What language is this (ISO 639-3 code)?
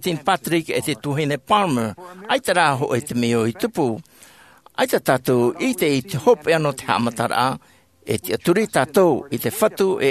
tah